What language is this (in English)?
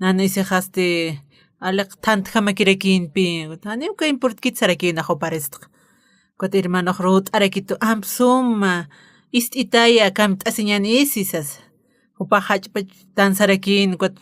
Aymara